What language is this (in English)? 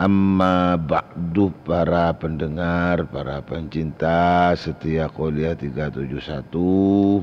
Madurese